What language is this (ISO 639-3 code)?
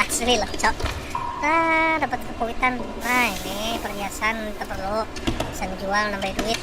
bjn